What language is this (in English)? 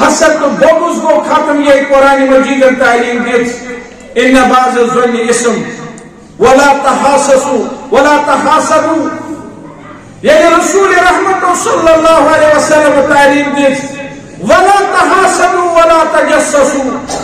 Kashmiri